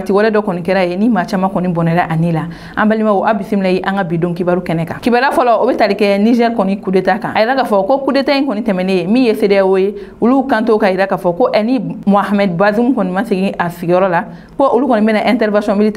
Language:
Bambara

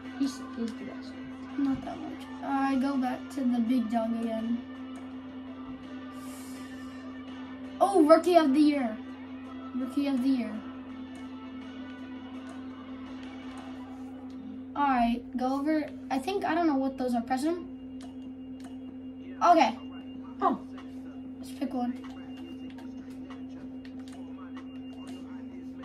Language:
English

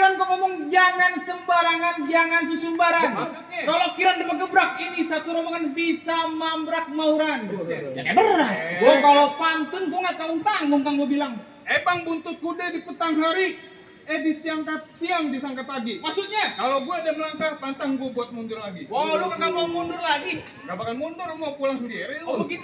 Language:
Betawi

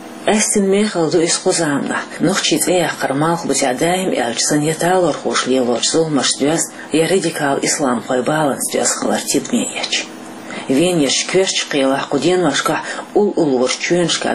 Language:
Chechen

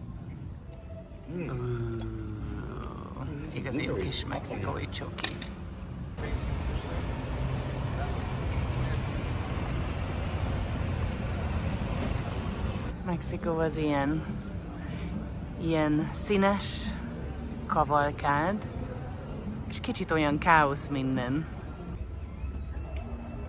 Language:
Hungarian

